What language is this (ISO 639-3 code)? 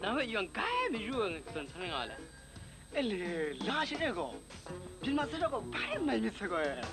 kac